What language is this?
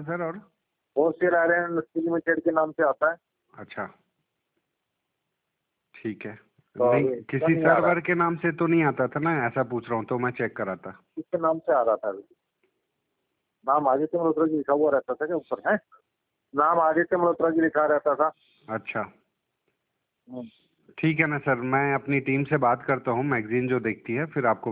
Hindi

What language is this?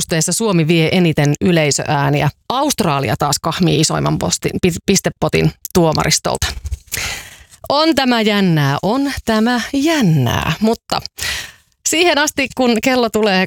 Finnish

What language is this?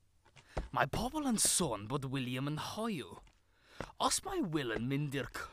Welsh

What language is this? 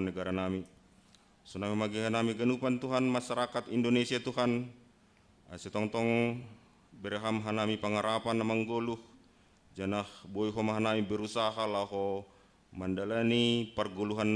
Batak Simalungun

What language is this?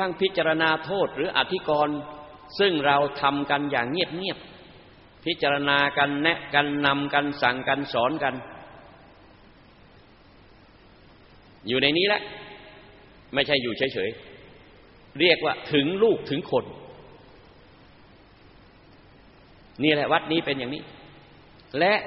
Thai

